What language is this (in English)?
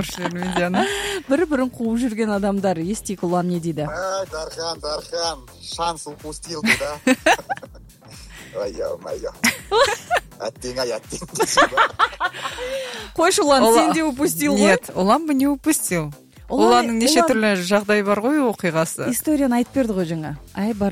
Kazakh